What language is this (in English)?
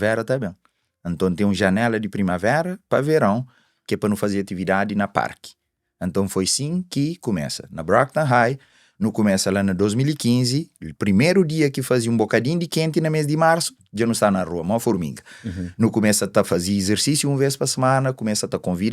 Kabuverdianu